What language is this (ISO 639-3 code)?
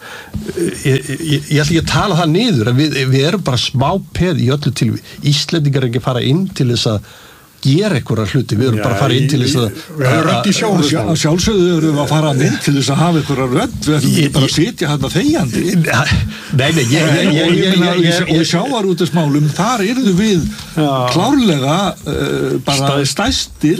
isl